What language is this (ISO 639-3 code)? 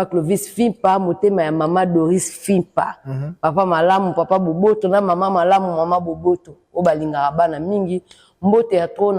lin